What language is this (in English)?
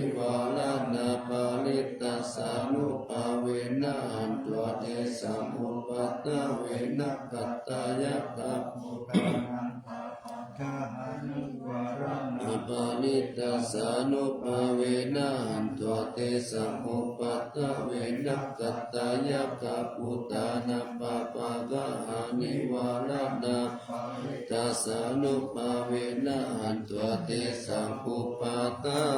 Pali